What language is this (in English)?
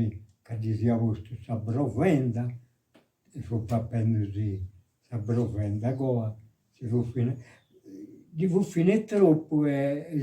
Sardinian